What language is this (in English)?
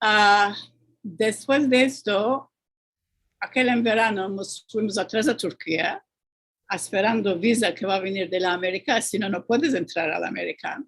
Ladino